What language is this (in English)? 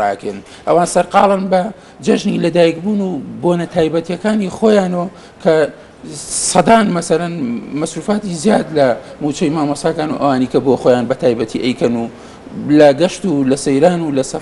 Central Kurdish